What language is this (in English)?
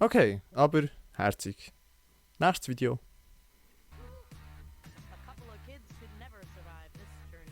Swiss German